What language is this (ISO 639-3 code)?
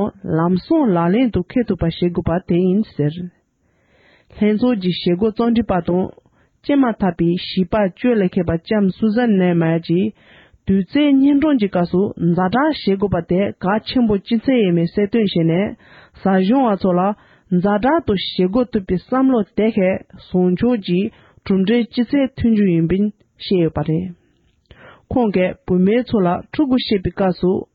bod